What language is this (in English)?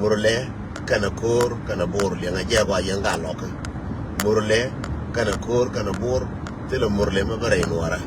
Nuer